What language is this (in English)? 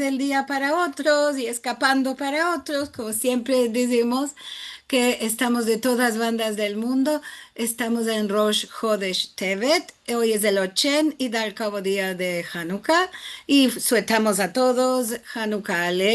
Ladino